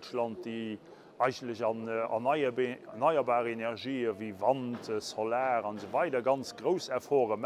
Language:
Luxembourgish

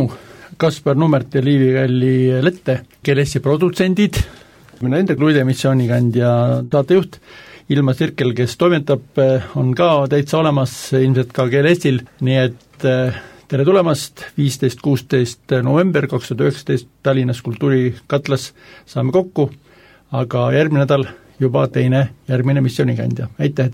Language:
Estonian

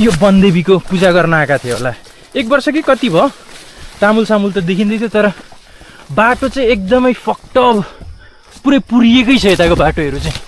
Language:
Nepali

